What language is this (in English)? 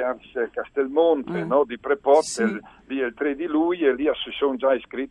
Friulian